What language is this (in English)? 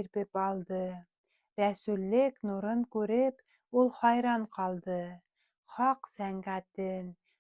Bashkir